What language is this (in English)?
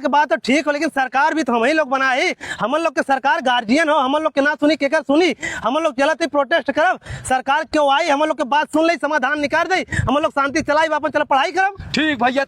Awadhi